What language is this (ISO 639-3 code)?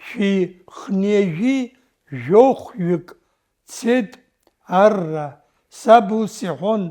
abk